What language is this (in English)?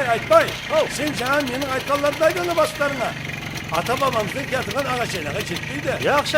Kara-Kalpak